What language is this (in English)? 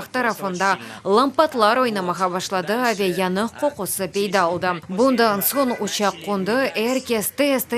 Crimean Tatar